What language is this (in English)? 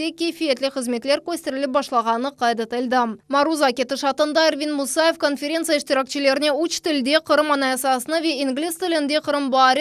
Crimean Tatar